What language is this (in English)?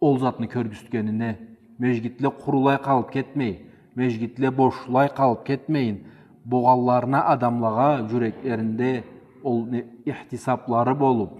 Karachay-Balkar